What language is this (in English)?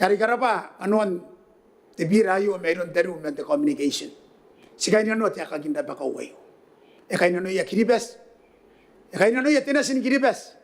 Gilbertese